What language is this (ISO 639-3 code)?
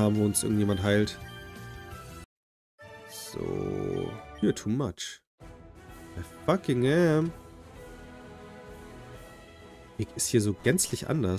deu